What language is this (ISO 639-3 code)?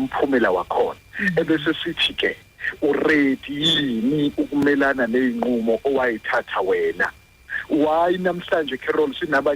zul